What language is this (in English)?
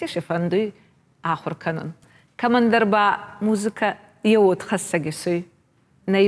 Ossetic